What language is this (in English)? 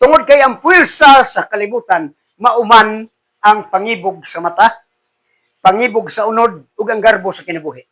Cebuano